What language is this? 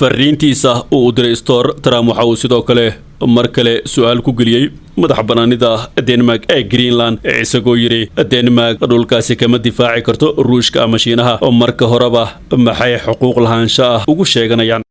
Somali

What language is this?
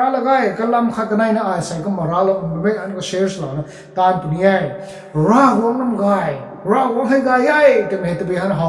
Rongmei Naga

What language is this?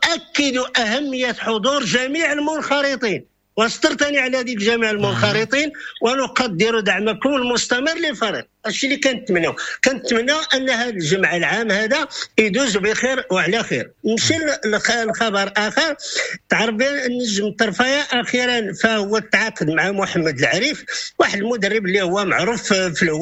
Moroccan Arabic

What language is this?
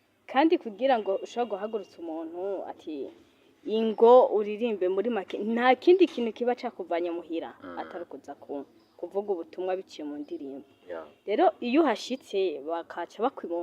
Rundi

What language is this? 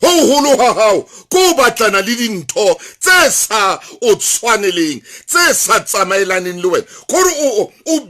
Southern Sotho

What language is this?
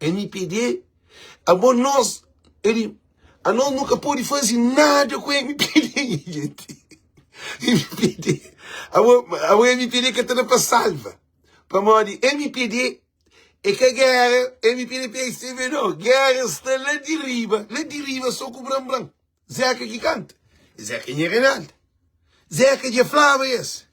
Kabuverdianu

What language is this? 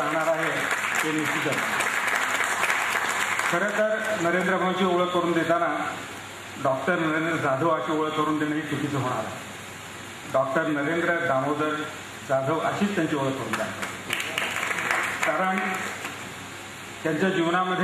Marathi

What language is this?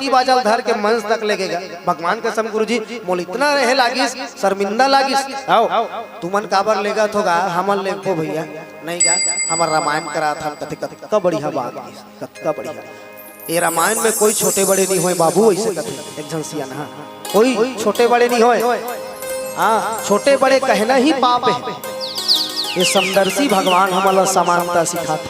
Chhattisgarhi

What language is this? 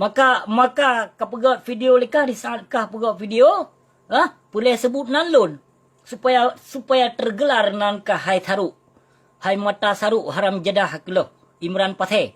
Achinese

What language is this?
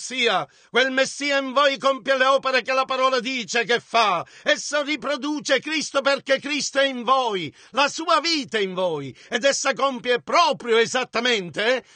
Italian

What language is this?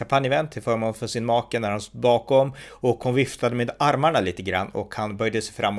Swedish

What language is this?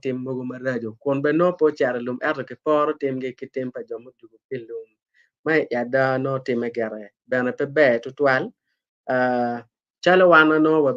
Acoli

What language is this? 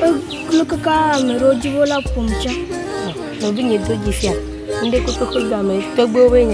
Ewe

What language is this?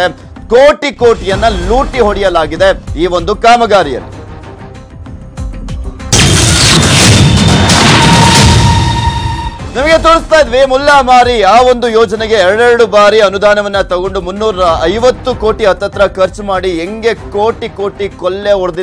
Kannada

